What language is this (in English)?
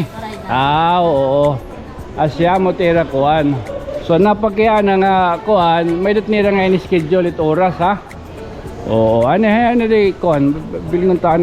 Waray